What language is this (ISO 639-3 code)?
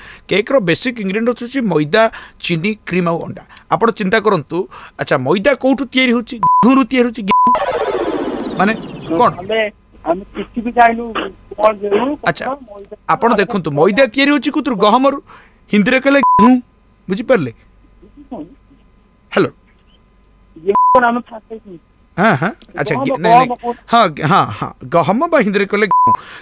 ori